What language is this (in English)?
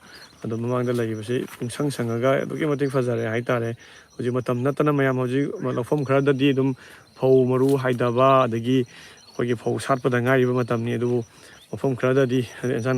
Manipuri